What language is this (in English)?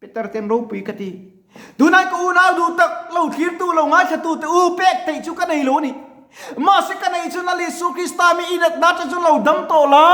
Mizo